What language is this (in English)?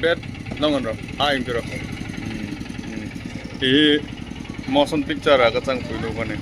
Hmar